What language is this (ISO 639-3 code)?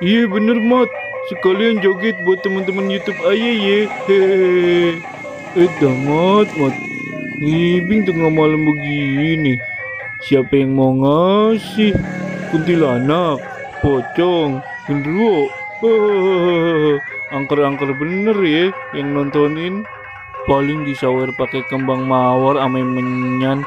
bew